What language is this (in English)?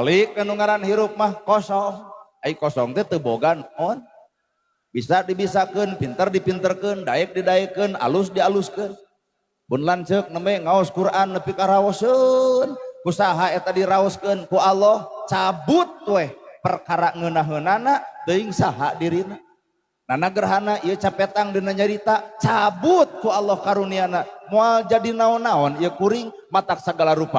Sundanese